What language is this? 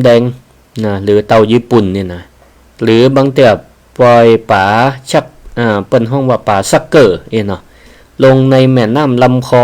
Northern Thai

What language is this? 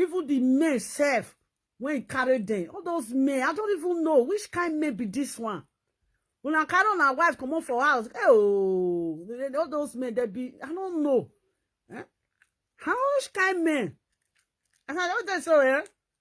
Nigerian Pidgin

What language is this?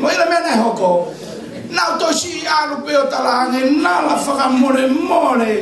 Tongan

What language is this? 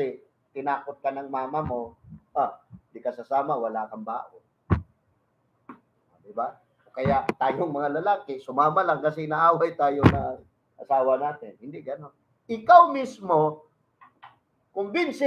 Filipino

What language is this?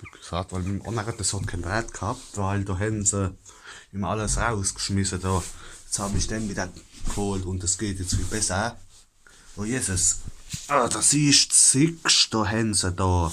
Palatine German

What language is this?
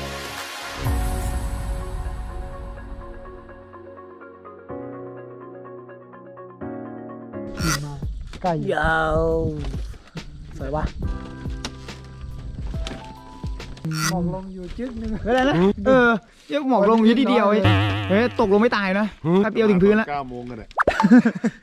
Thai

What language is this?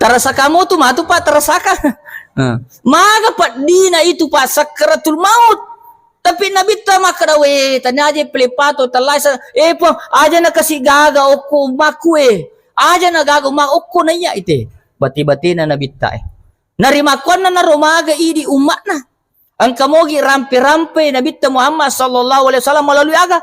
Buginese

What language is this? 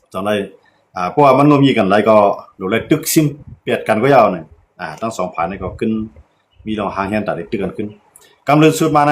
Shan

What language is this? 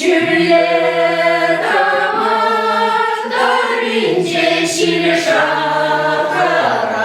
Chuvash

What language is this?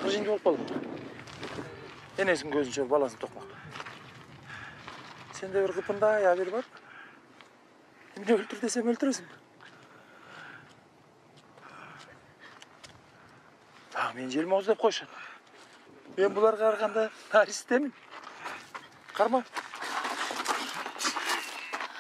Kyrgyz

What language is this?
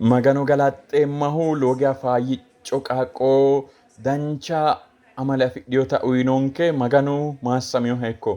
Sidamo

